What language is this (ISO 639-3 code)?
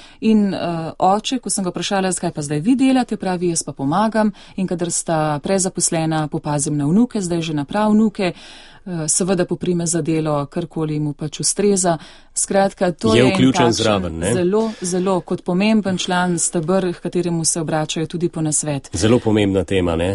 slv